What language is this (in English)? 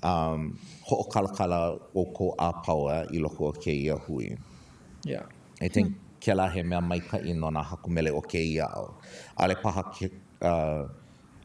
Hawaiian